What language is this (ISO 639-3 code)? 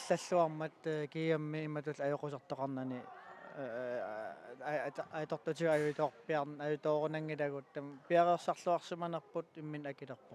kal